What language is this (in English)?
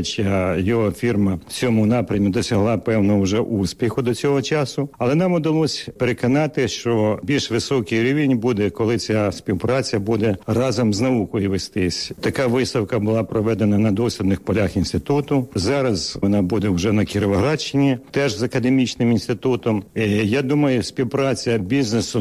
Ukrainian